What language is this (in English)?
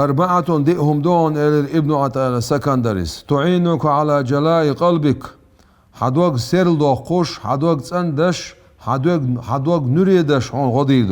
Chechen